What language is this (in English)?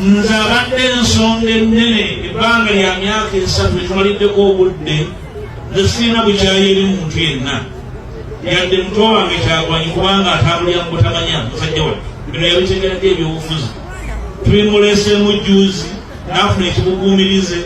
Ganda